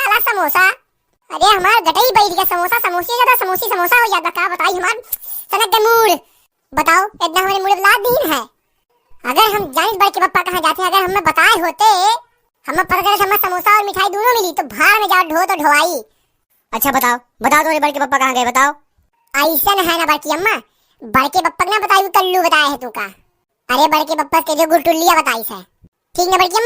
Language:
Awadhi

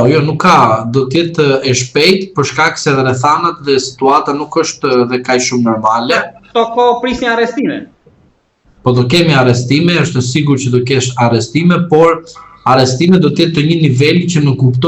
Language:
Albanian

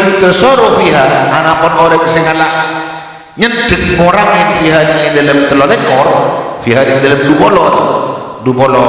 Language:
Madurese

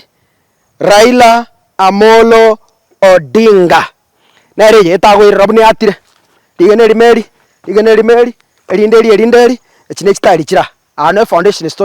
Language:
Gusii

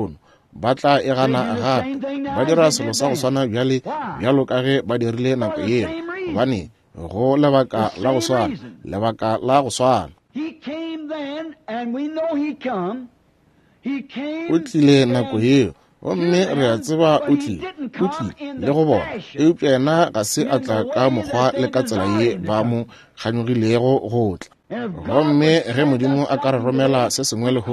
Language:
Northern Sotho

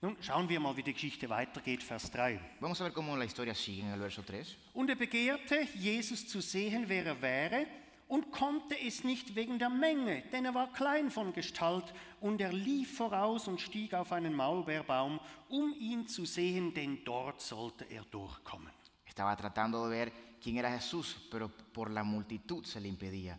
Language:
Swiss German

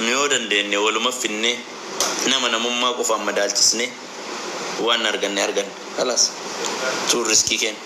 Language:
Oromo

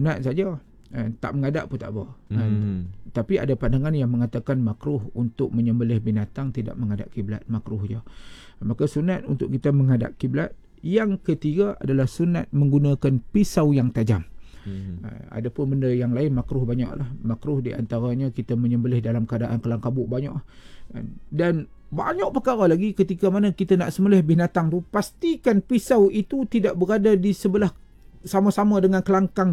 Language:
Malay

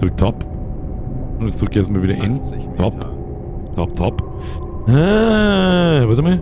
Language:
Bavarian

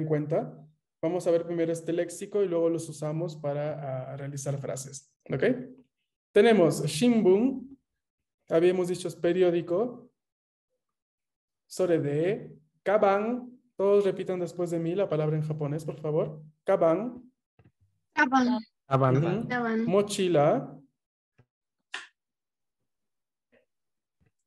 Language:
Spanish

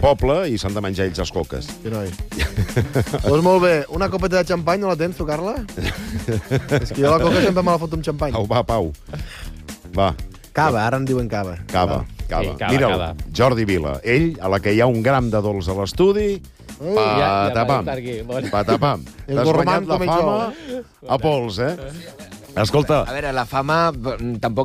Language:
Catalan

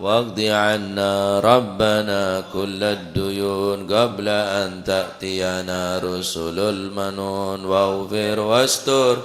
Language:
Madurese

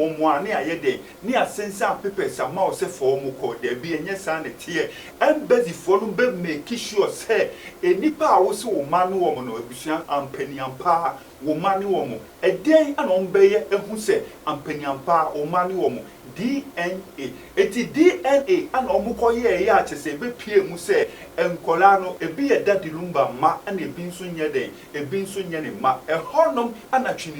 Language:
Akan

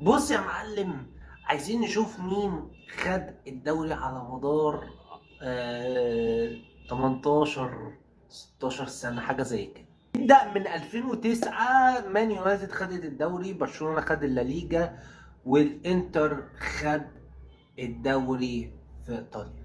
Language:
Egyptian Arabic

